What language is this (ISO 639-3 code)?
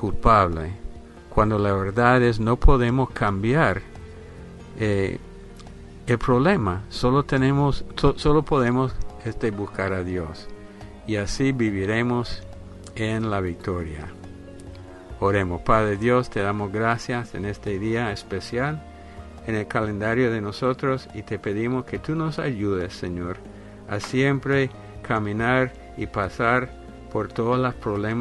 spa